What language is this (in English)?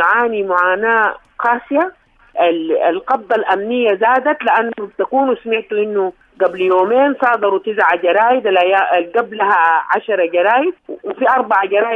Sudanese Arabic